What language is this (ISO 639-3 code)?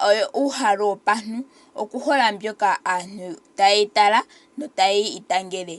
ndo